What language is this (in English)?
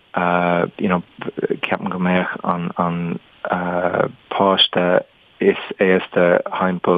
Irish